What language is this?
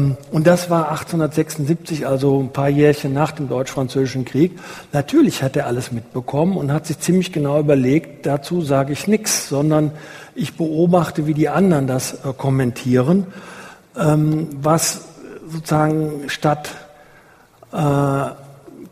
German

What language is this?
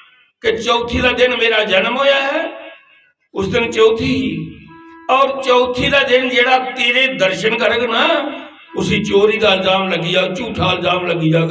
Dogri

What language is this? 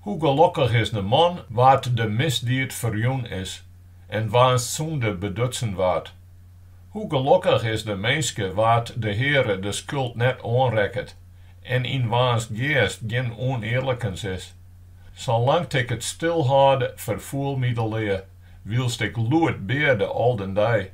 Western Frisian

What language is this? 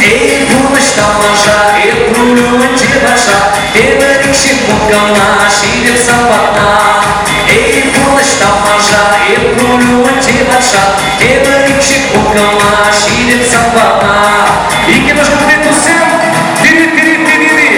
Chuvash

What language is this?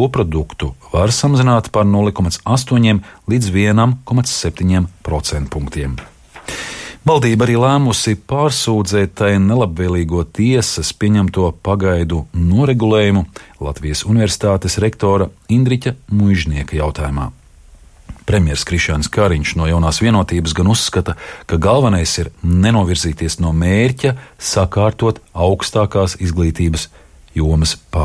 Latvian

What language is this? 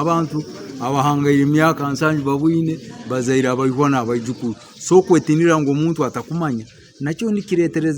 Nyankole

